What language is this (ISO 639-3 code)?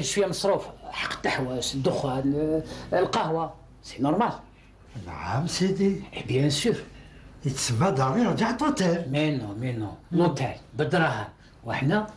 arq